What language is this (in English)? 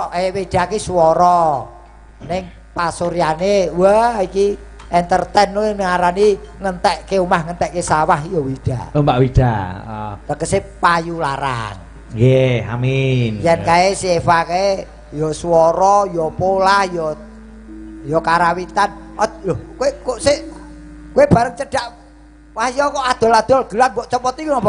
Javanese